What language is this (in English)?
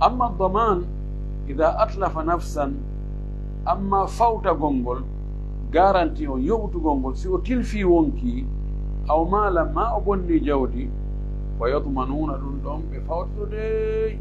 Pular